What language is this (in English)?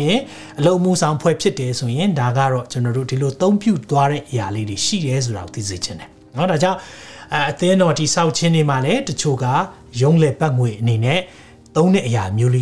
Burmese